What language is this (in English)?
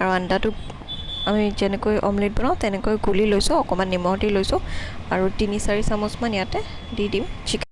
Assamese